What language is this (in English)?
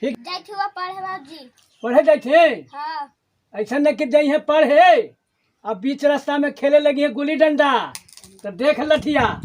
Magahi